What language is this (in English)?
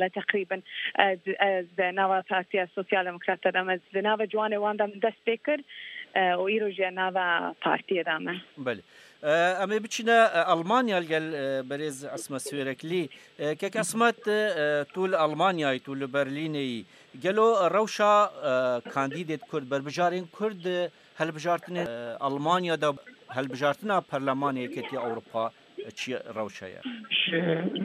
Kurdish